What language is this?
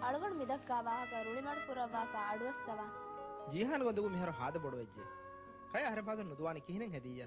Divehi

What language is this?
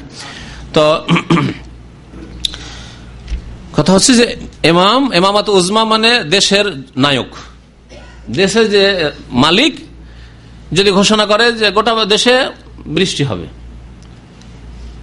Bangla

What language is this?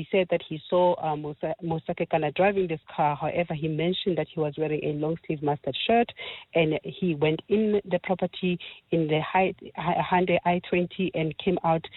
English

